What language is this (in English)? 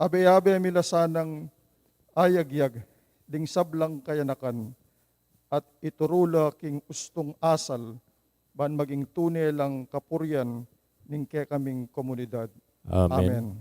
Pampanga